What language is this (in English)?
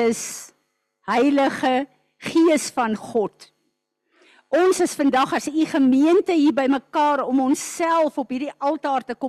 Afrikaans